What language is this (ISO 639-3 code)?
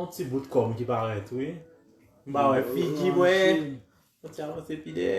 hat